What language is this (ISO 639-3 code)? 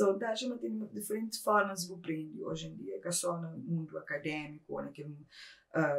kea